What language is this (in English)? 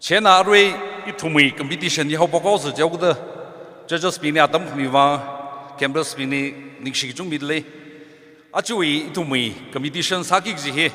Tangkhul Naga (India)